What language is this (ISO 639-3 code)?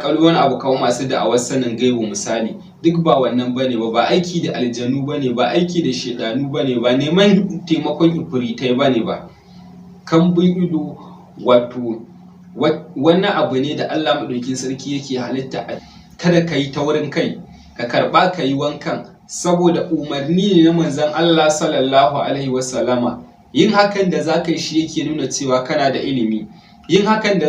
hau